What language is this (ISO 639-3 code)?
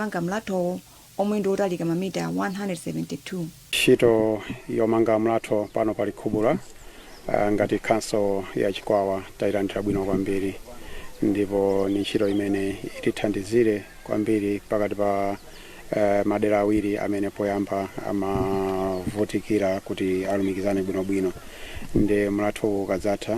nya